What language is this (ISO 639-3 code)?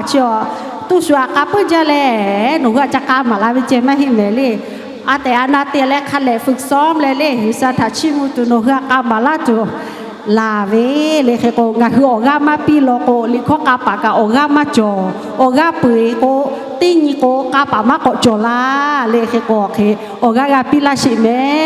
lhu